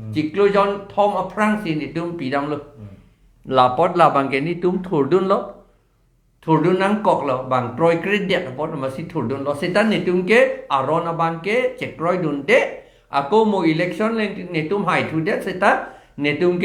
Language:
Karbi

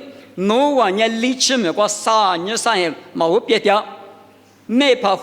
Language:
Lisu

